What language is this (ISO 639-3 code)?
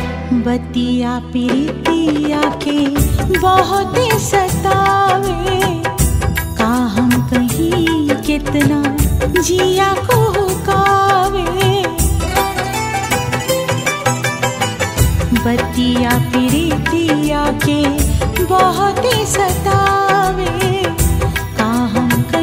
bho